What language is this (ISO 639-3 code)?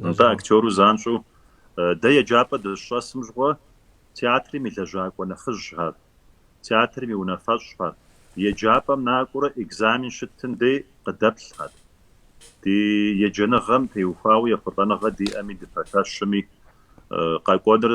kbd